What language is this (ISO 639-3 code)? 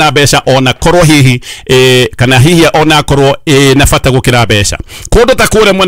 kik